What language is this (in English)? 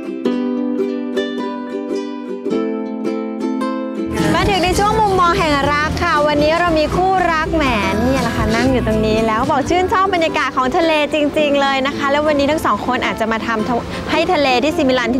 Thai